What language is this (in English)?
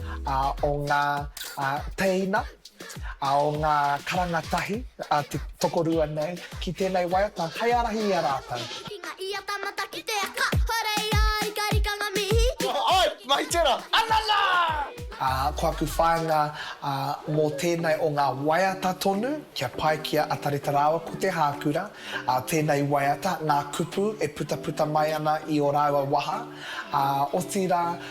Māori